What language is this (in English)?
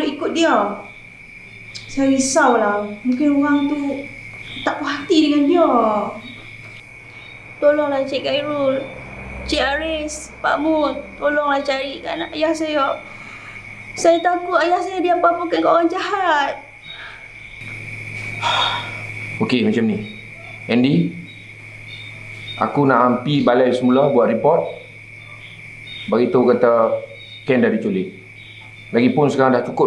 Malay